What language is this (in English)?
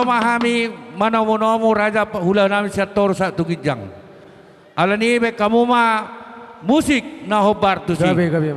Batak Toba